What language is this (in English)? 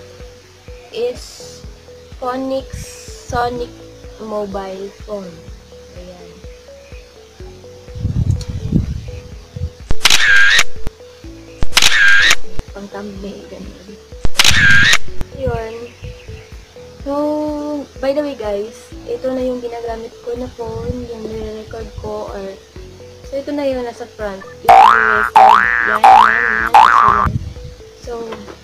Filipino